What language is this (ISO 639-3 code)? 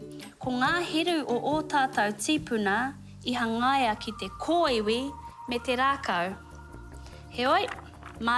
mri